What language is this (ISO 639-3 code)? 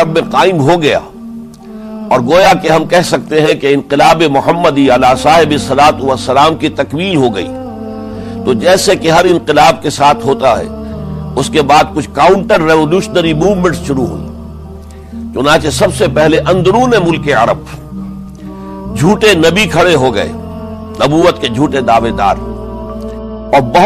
urd